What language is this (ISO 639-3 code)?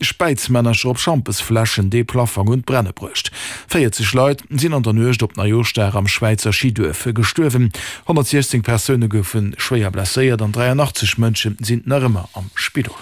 ltz